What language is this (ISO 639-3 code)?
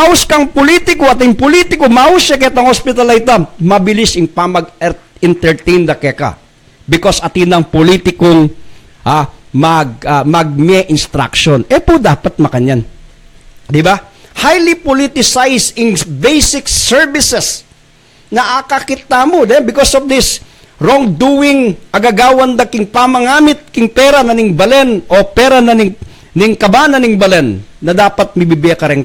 pam